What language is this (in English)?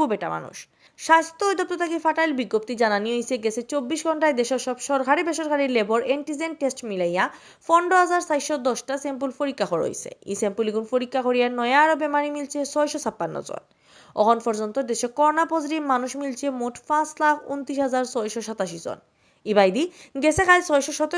Sylheti